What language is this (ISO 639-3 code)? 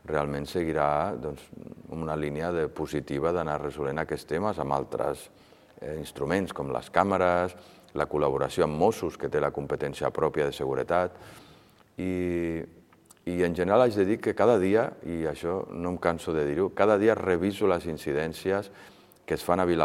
cat